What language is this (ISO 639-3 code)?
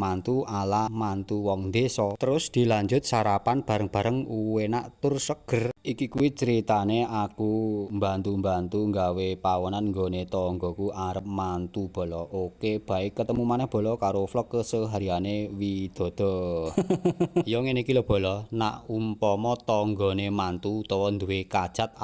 jav